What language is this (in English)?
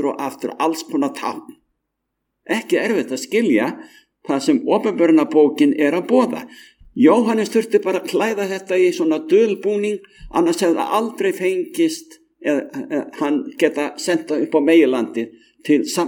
Icelandic